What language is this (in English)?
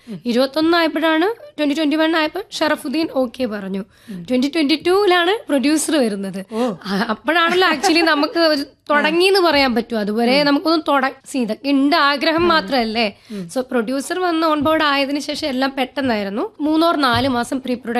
Malayalam